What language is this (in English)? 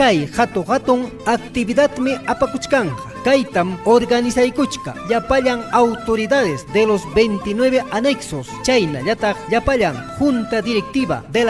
Ayacucho Quechua